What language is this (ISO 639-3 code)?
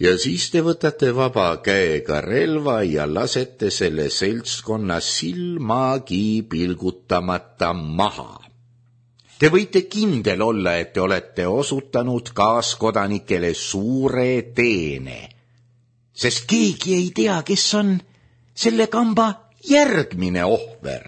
est